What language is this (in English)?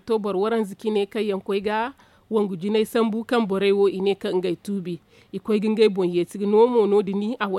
Zarma